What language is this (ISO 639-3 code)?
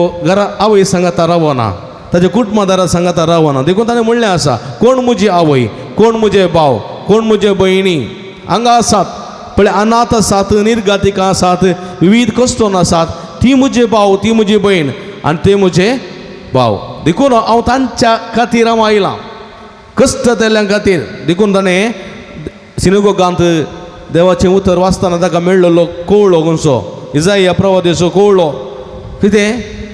kok